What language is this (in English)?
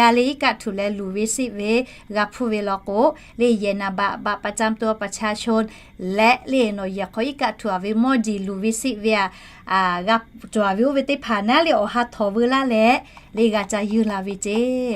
Lahu